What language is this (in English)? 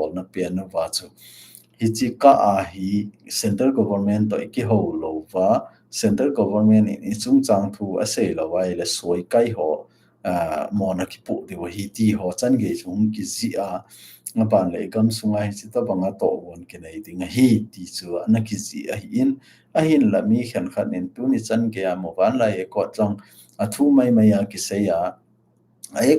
Thado Chin